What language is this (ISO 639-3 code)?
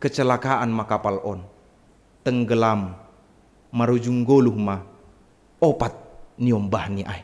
bts